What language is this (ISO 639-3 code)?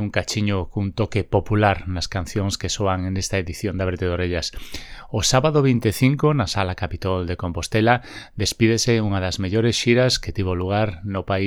glg